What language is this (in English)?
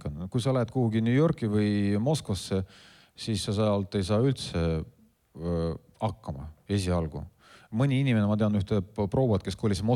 Estonian